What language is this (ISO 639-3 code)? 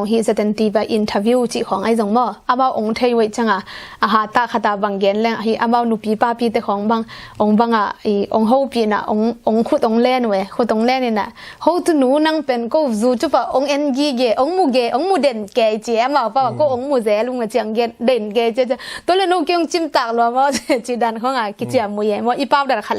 ctd